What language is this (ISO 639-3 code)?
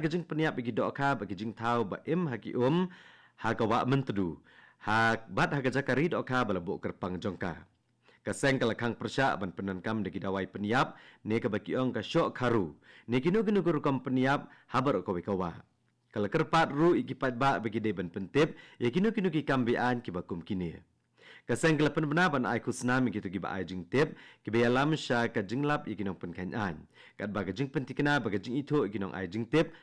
kha